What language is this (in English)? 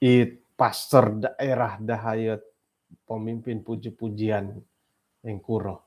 Central Dusun